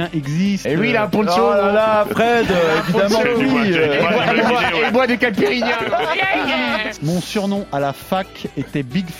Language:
French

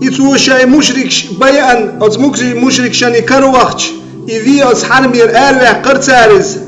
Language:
Chechen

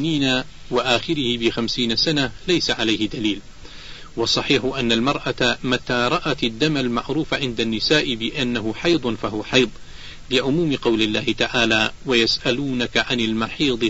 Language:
Arabic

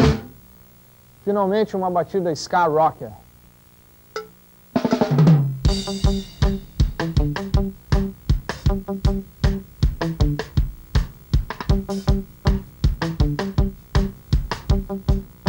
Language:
Portuguese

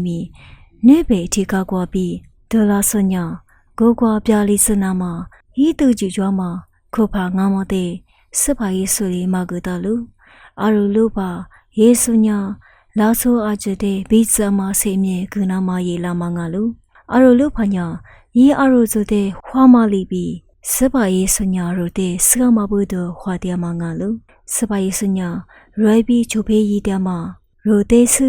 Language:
Lisu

